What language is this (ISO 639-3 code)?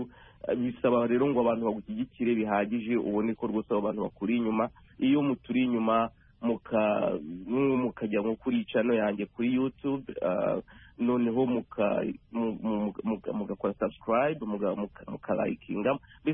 kin